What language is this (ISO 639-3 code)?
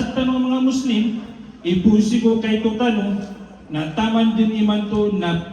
mrw